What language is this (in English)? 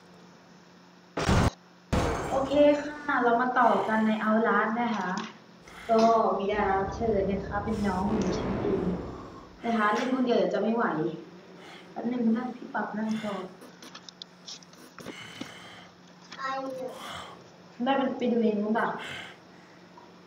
Thai